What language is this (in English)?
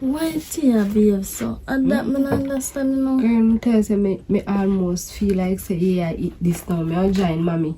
Jamaican Creole English